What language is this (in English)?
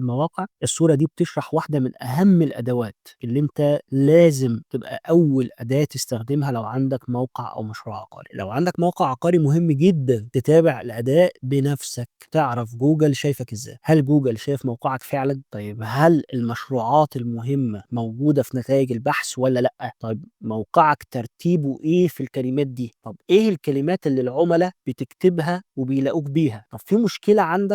Egyptian Arabic